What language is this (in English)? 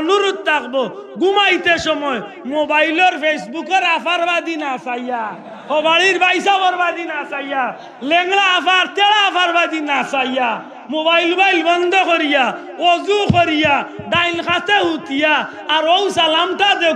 Sylheti